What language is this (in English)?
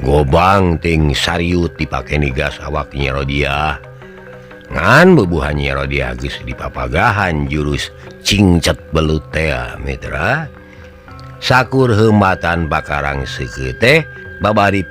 Sundanese